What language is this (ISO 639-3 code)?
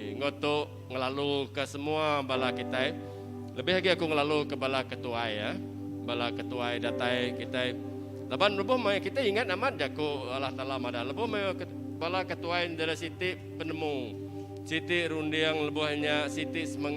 iba